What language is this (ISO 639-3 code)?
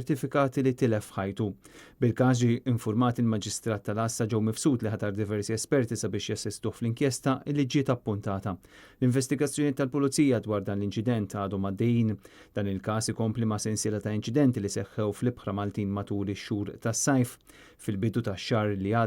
mlt